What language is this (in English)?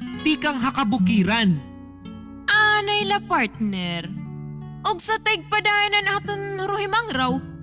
Waray